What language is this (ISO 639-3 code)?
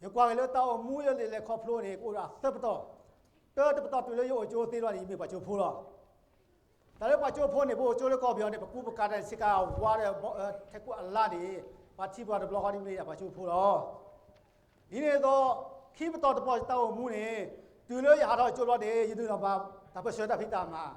ksw